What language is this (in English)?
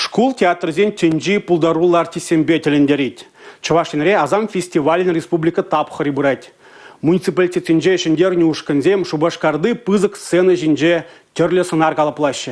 Chuvash